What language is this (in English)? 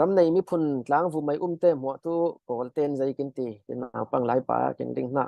Falam Chin